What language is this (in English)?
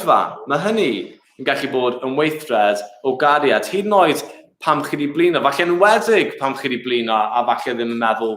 Welsh